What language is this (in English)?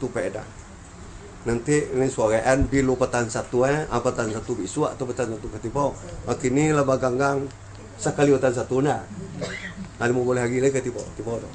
Minangkabau